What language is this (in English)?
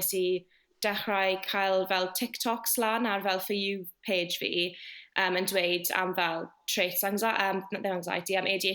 Welsh